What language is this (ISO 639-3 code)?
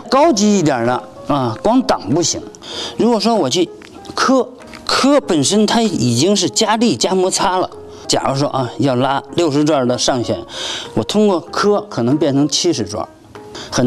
zho